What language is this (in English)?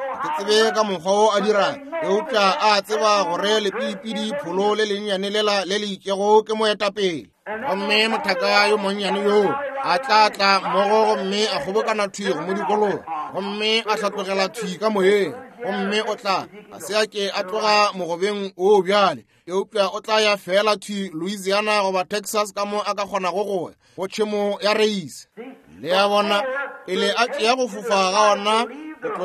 Northern Sotho